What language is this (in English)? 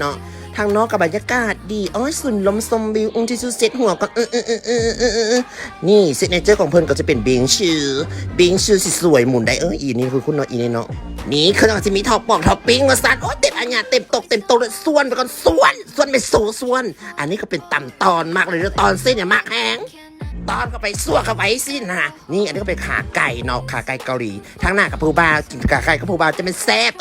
Lao